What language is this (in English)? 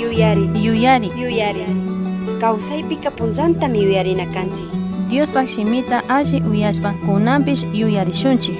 Chimborazo Highland Quichua